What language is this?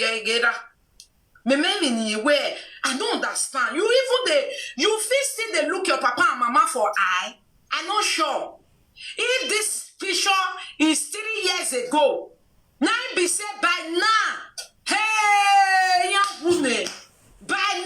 Nigerian Pidgin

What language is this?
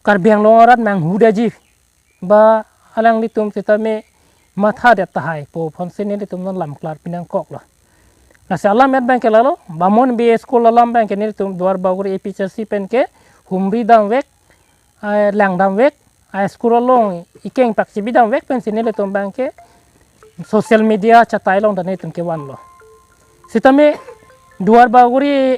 Karbi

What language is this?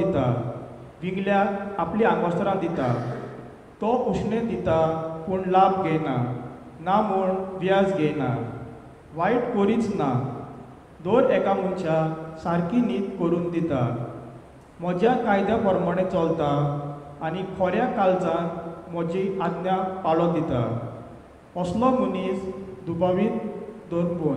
Konkani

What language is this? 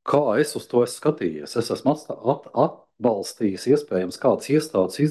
Latvian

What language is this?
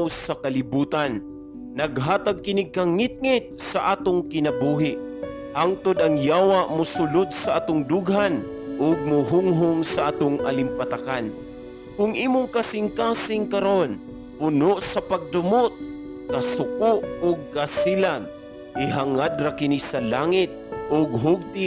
Cebuano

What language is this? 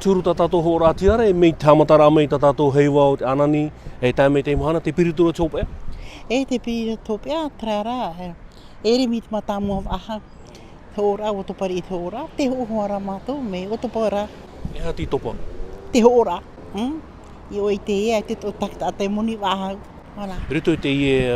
Tahitian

